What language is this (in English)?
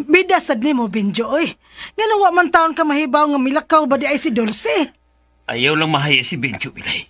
Cebuano